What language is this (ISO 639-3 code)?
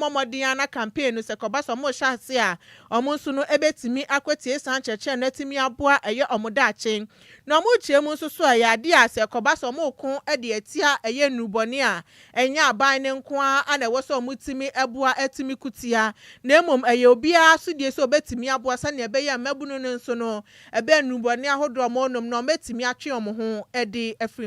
aka